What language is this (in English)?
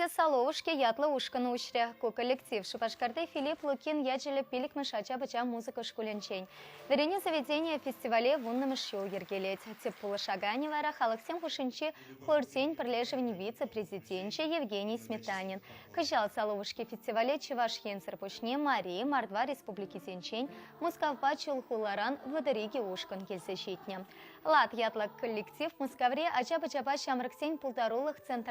Chuvash